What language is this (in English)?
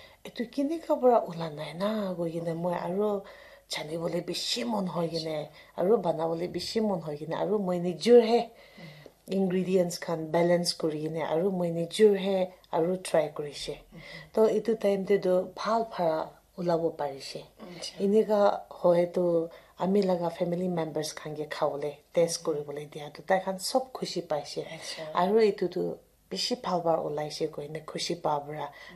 Naga Pidgin